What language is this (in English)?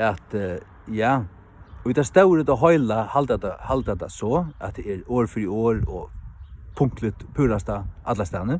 Faroese